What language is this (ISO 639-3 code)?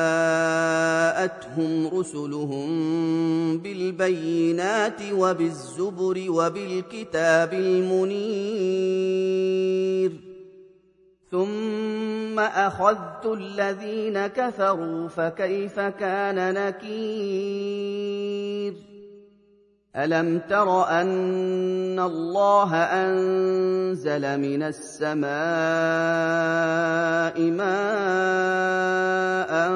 ara